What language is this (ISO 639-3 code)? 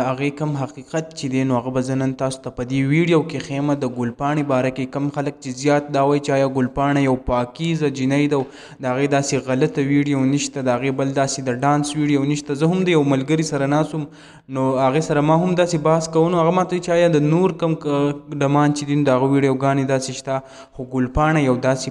pus